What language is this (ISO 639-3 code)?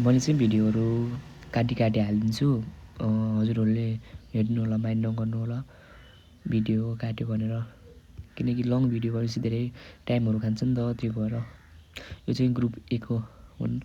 nep